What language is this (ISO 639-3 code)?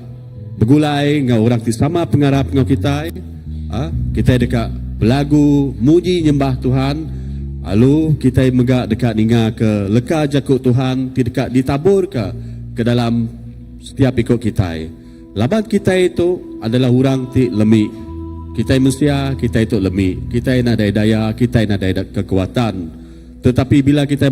iba